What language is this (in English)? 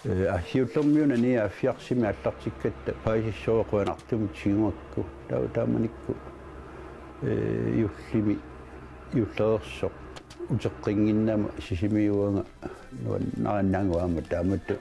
Kalaallisut